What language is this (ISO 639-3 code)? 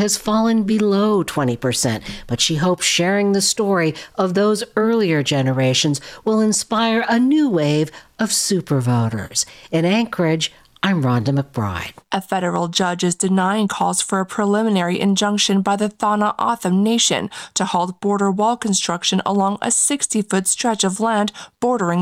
eng